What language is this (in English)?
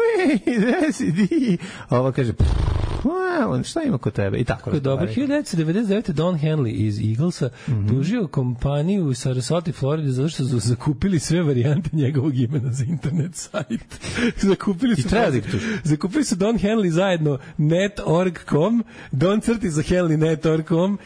Serbian